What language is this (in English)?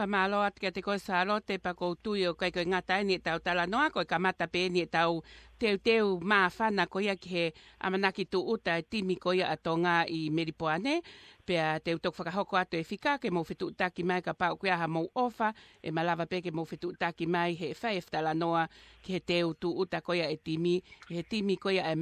Tongan